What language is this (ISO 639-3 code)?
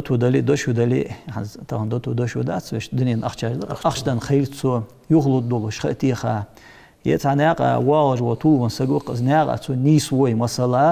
inh